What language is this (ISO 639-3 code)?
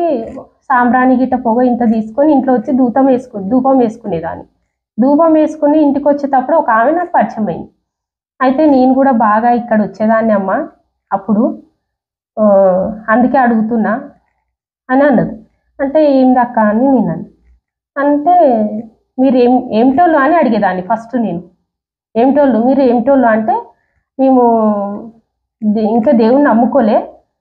tel